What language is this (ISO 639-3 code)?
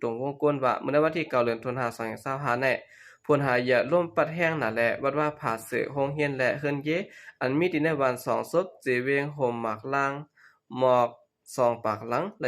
shn